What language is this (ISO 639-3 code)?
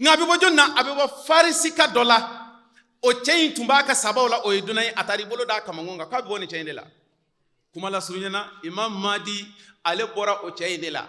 bam